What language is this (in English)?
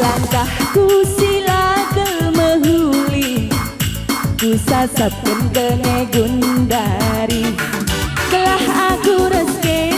Batak Karo